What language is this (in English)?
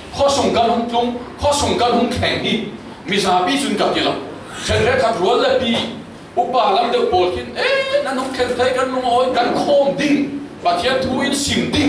Falam Chin